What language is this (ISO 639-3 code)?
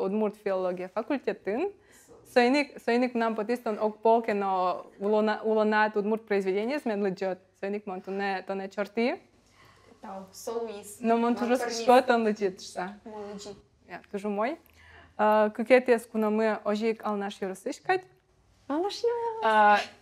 udm